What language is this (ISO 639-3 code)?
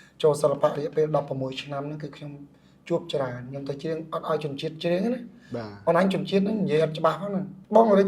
khm